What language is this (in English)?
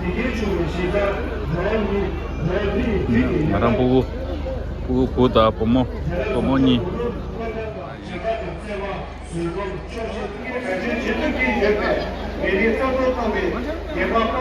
Tibetan